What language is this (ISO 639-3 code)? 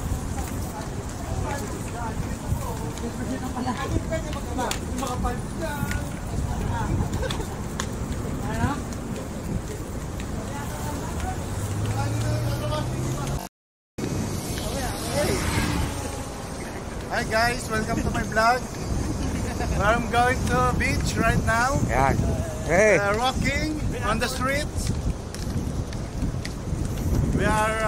fil